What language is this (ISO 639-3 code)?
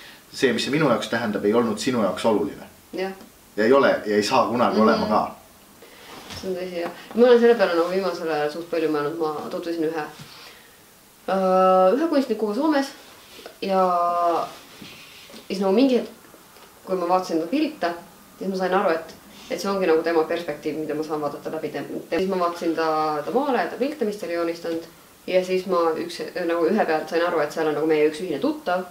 est